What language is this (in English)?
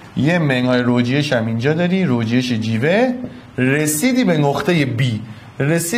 Persian